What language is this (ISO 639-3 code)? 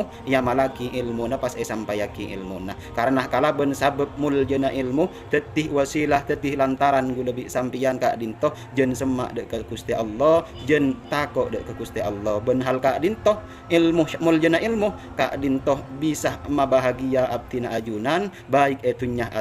mad